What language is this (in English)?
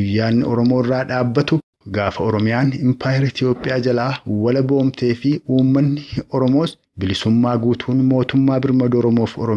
Oromo